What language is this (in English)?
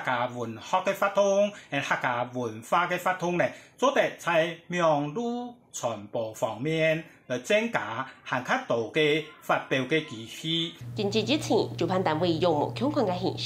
Hakka Chinese